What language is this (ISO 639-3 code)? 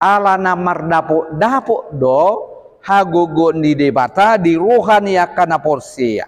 bbc